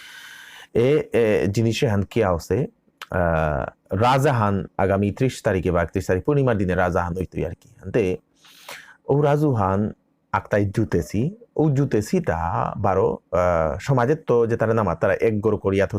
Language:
Bishnupriya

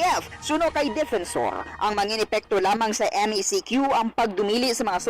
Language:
Hiligaynon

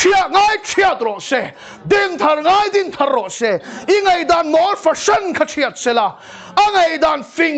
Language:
Mizo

